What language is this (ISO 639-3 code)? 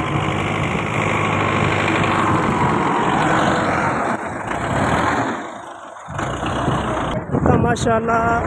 skr